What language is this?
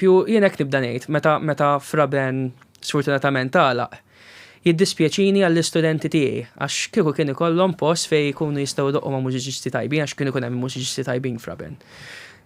Maltese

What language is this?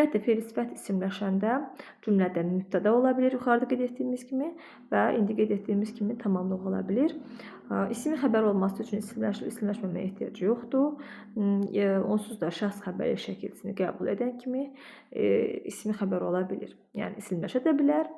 Azerbaijani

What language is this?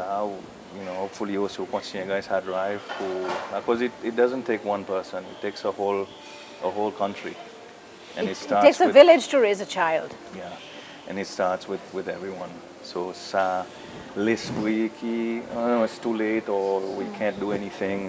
Seselwa Creole French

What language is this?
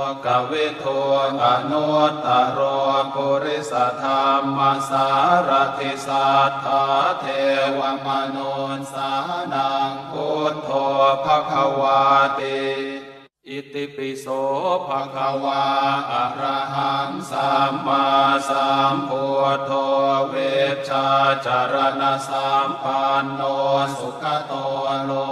Pali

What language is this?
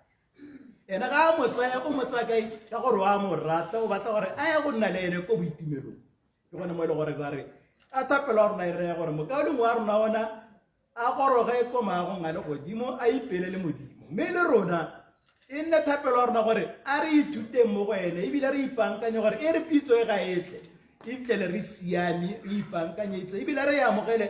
Tswana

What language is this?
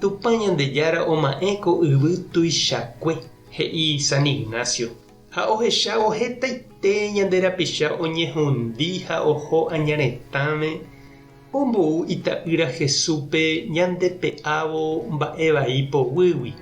Guarani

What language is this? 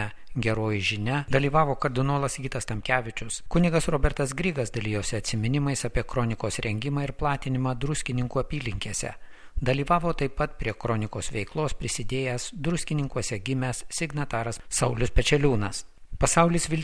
Lithuanian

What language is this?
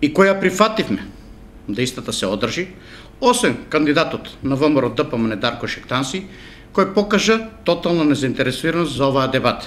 Macedonian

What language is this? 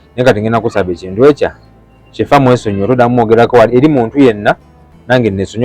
Ganda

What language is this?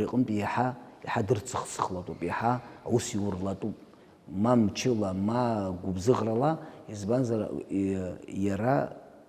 Abkhazian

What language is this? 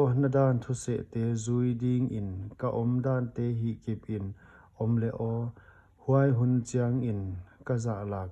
Paite Chin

